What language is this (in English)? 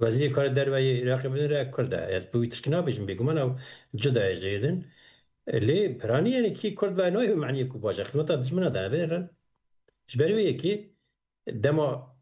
Kurdish